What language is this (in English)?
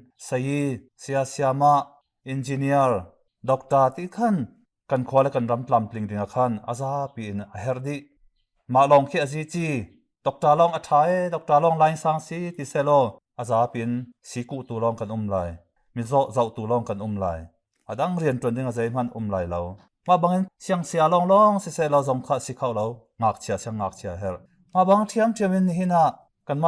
Hakha Chin